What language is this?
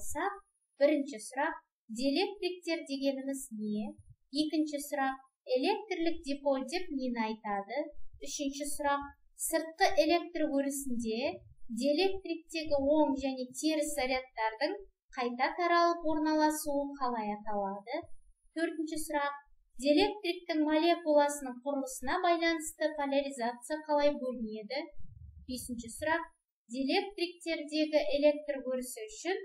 Kazakh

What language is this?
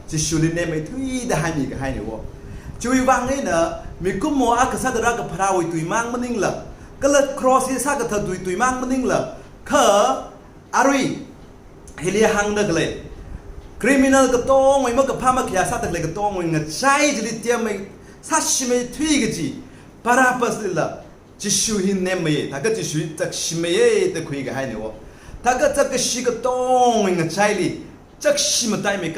Tangkhul Naga (India)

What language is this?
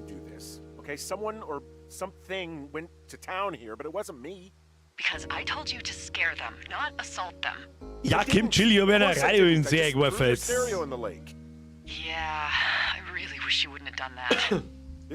Bavarian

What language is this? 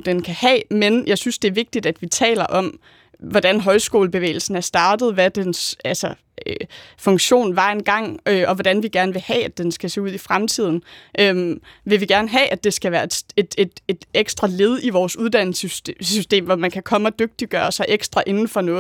Danish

